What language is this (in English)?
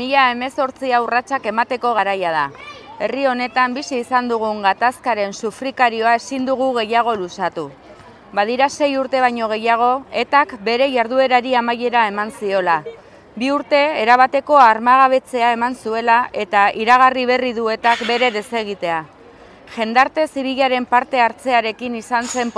Basque